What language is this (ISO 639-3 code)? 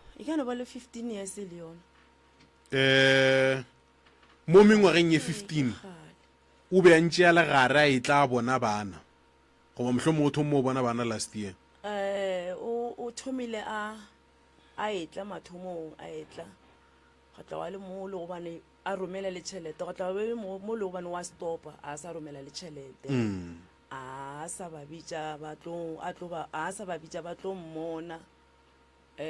nso